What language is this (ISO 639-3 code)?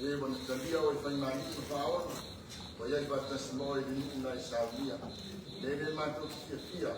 smo